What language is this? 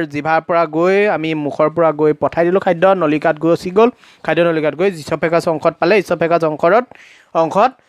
Assamese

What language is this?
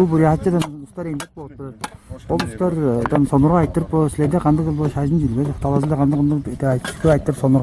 Tuvinian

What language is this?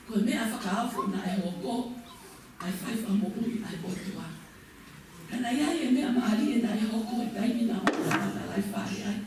Tongan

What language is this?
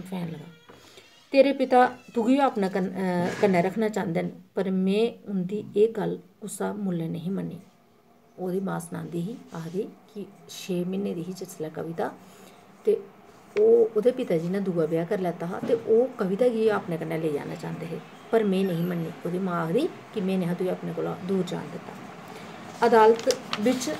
Dogri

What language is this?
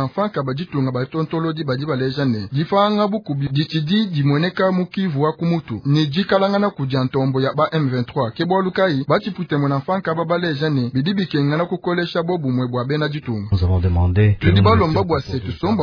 Luba-Lulua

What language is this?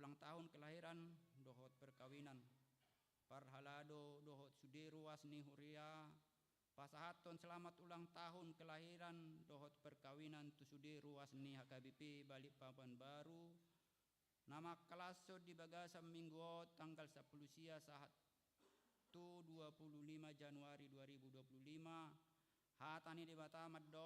Batak Toba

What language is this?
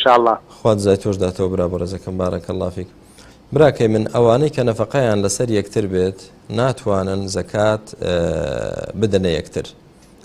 Central Kurdish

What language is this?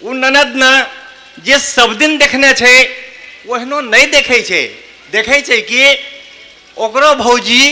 Angika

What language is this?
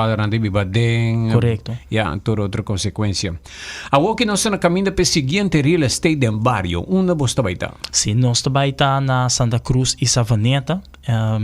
Papiamento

